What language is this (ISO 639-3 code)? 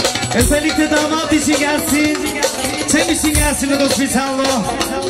tur